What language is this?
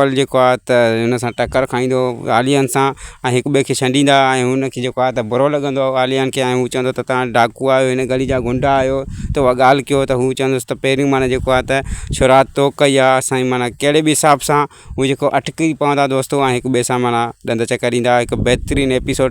Sindhi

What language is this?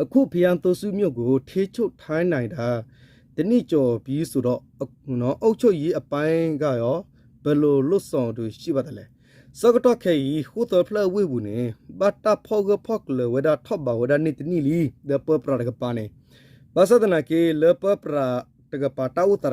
S'gaw Karen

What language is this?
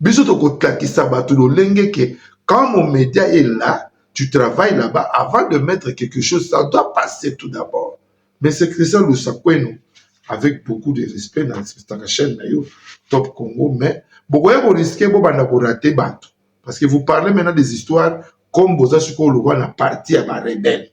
Lingala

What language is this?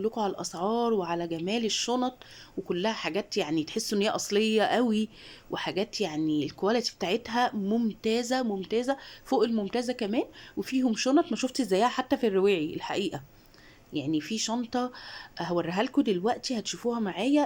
Egyptian Arabic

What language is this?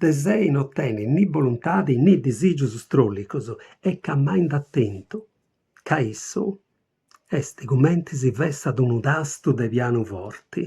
Sardinian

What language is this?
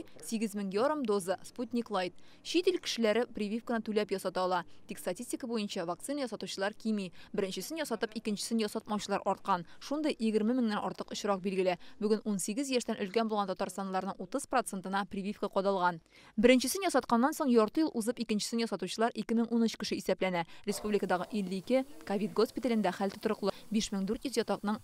Tatar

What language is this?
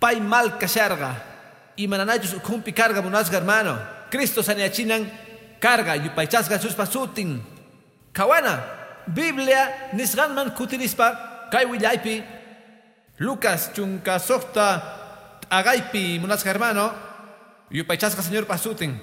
Quechua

